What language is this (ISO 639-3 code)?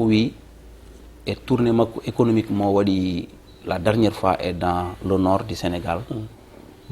ful